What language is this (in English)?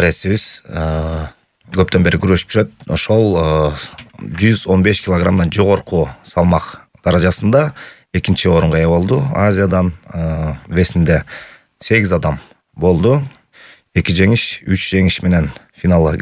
Kyrgyz